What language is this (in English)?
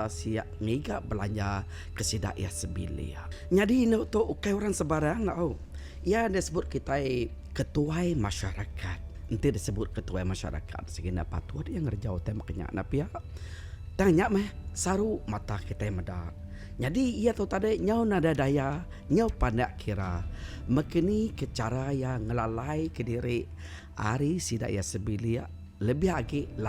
Iban